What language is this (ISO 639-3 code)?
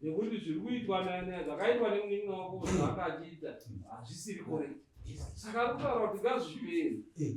sna